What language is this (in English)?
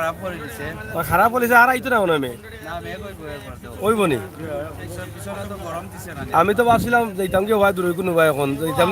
Sylheti